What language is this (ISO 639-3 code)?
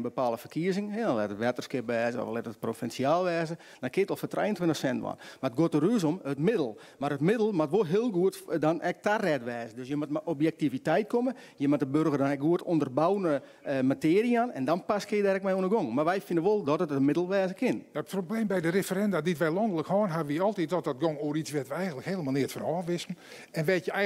fry